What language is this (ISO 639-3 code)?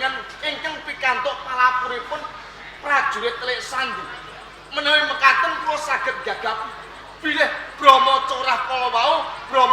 jav